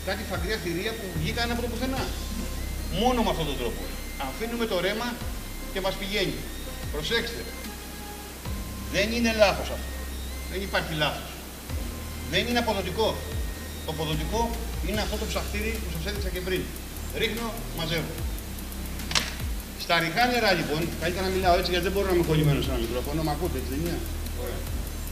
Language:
Greek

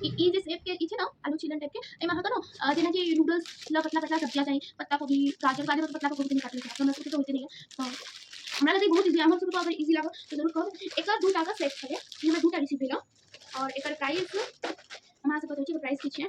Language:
Maithili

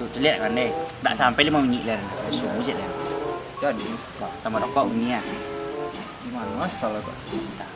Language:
Minangkabau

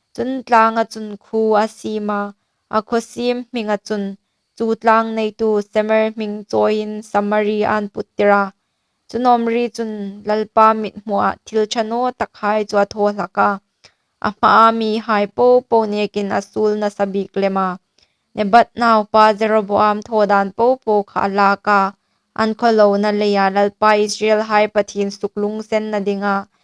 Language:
Hmar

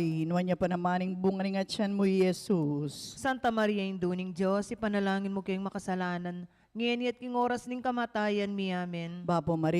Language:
Pampanga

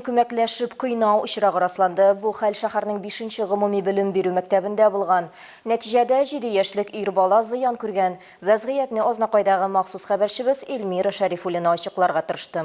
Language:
Tatar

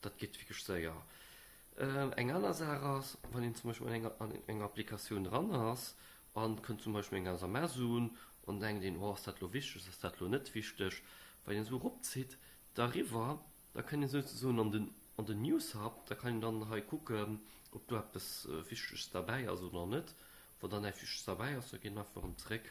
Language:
Luxembourgish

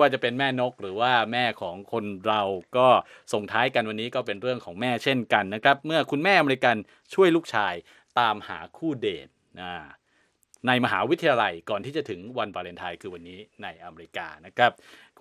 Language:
Thai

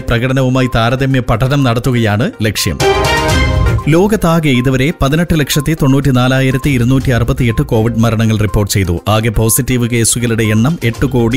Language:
Malayalam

